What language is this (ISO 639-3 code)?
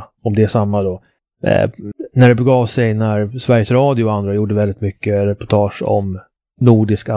swe